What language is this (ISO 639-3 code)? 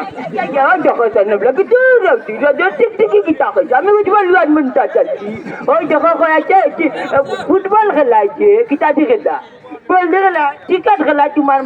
syl